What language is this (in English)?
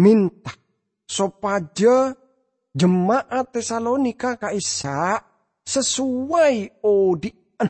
Madurese